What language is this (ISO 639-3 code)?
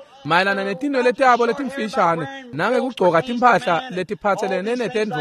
ssw